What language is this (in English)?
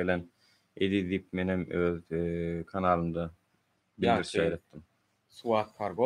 Turkmen